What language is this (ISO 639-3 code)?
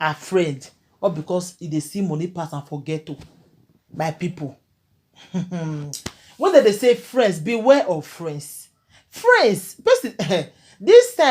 pcm